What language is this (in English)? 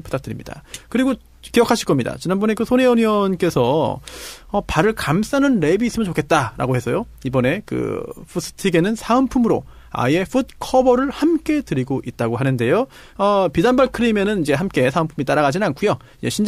Korean